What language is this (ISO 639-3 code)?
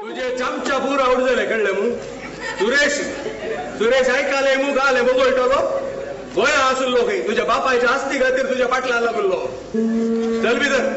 kok